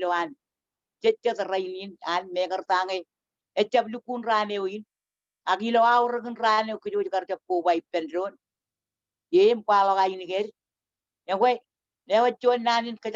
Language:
Marshallese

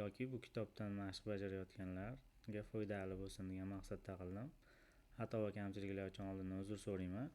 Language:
Uzbek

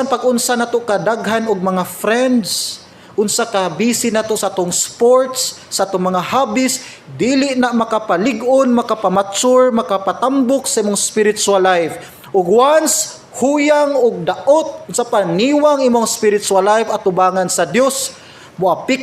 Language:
Cebuano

